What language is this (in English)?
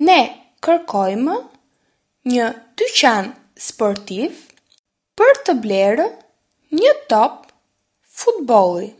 Albanian